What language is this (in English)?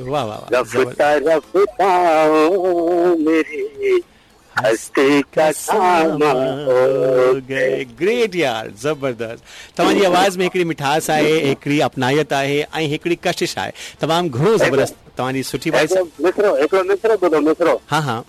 Sindhi